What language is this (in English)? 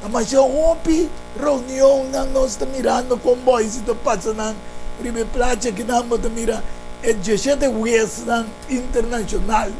Papiamento